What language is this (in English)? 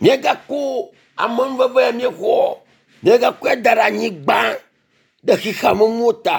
Ewe